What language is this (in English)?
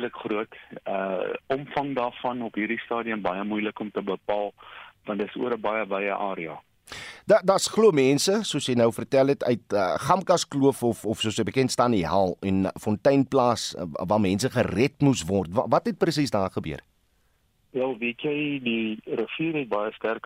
Afrikaans